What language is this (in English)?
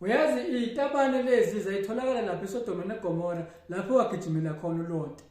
Zulu